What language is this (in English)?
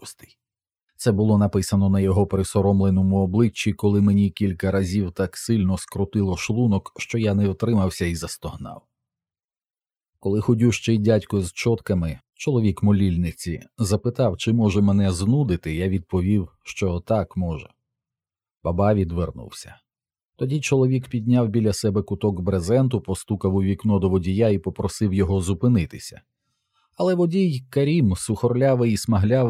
Ukrainian